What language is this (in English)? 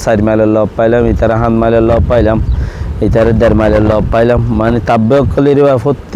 Rohingya